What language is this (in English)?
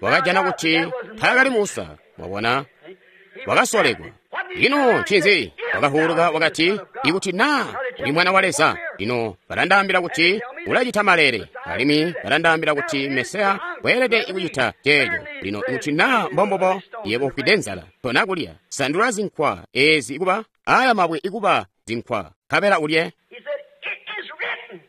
Tonga (Zambia)